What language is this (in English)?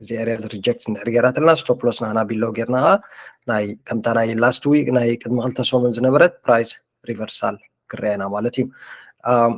Tigrinya